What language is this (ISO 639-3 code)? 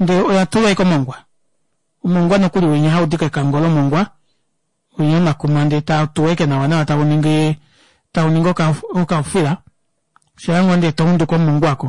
kua